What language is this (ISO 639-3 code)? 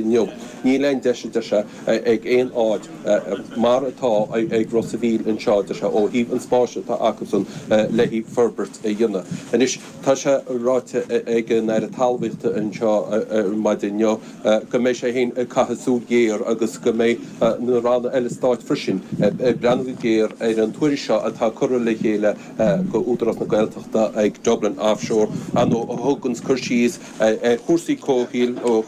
gle